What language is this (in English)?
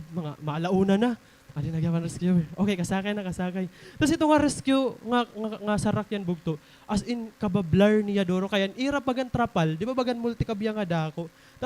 Waray